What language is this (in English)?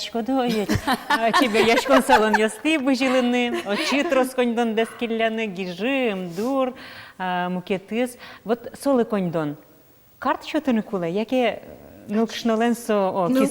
Udmurt